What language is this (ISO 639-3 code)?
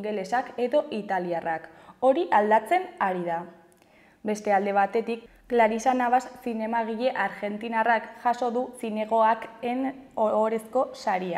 eus